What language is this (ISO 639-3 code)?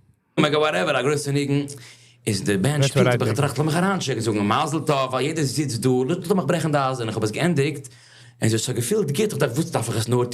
yid